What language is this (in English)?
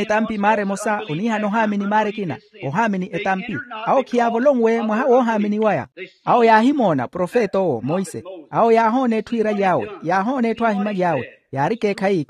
Makhuwa